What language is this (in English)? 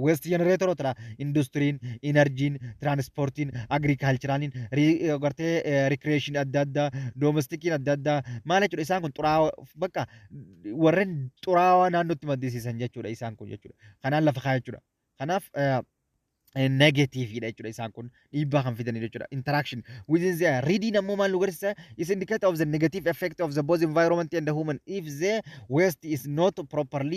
Oromo